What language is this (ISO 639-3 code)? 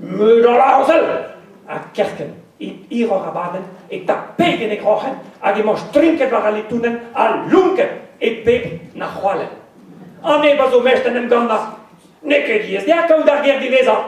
bre